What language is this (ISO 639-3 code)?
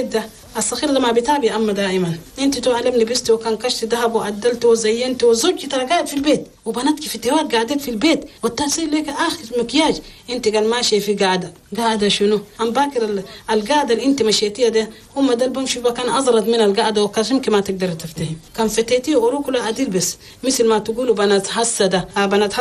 shu